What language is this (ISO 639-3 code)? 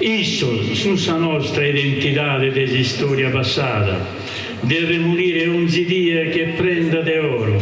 srd